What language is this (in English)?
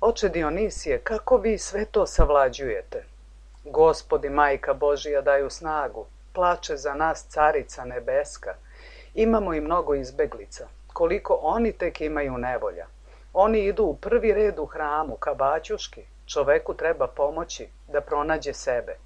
Serbian